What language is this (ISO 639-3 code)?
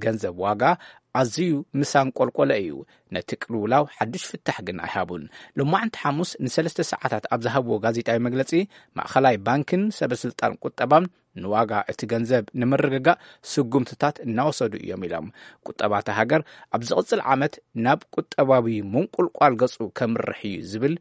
tir